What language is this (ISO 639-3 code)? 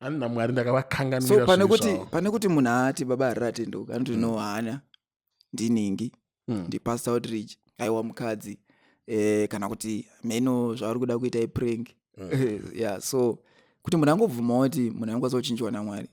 sna